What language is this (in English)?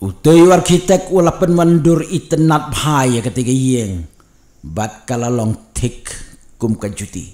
Khasi